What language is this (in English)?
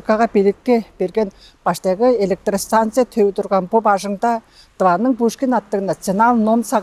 Tuvinian